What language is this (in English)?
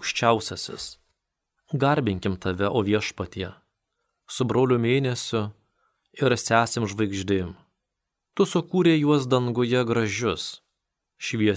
Lithuanian